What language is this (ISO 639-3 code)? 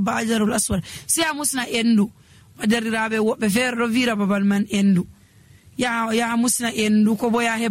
fuv